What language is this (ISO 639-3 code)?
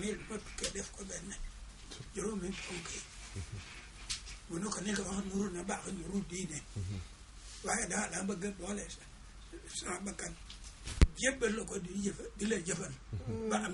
wol